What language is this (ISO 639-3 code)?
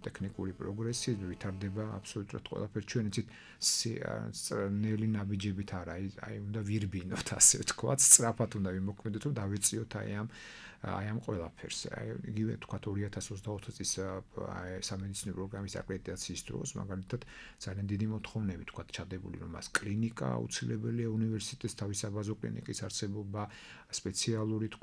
kat